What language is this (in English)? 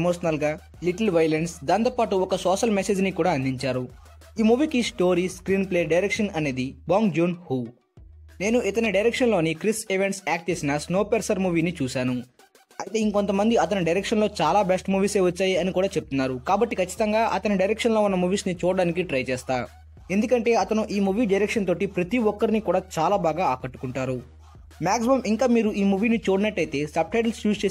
Telugu